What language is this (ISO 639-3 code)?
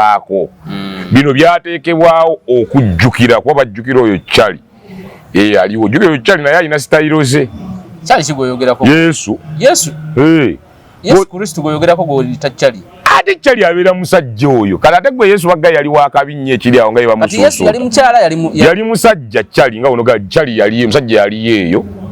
lug